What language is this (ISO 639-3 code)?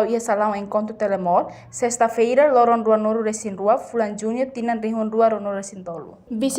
tet